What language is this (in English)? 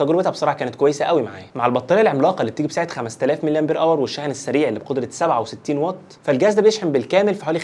Egyptian Arabic